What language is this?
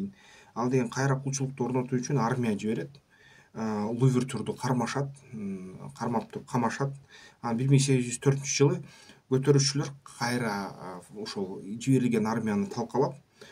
Kyrgyz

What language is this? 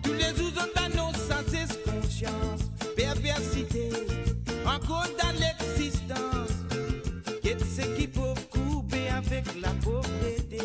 Morisyen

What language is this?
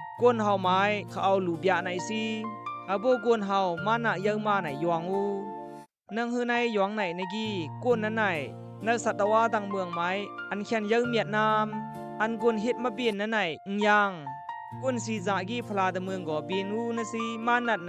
Khamti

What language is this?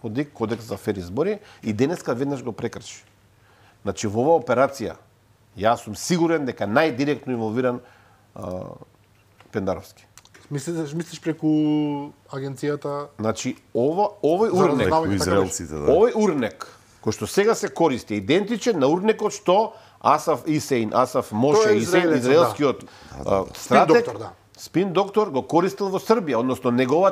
Macedonian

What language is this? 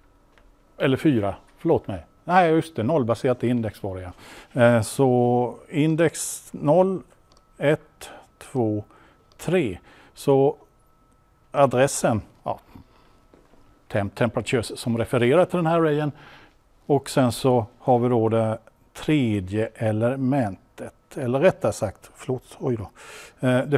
Swedish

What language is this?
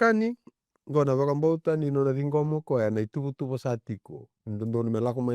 Fijian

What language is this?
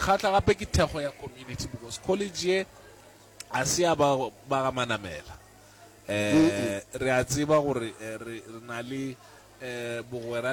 Northern Sotho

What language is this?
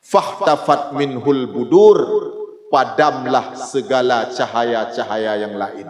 Achinese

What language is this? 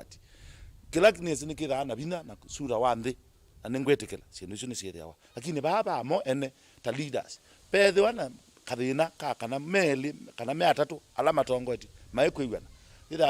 Kamba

